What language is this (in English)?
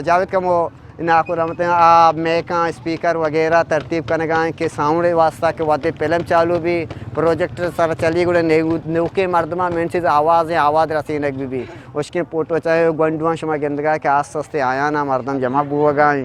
Eastern Balochi